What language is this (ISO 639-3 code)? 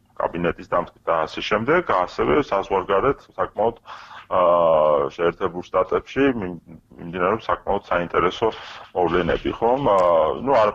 kat